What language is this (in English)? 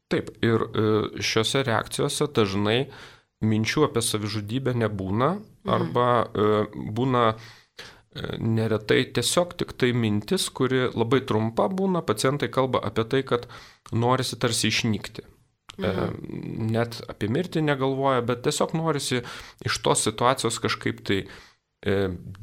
Lithuanian